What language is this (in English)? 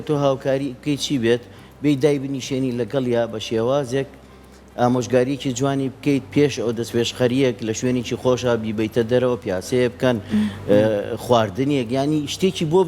Central Kurdish